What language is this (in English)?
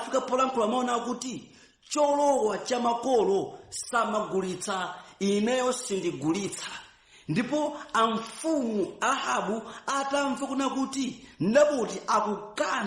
Nyanja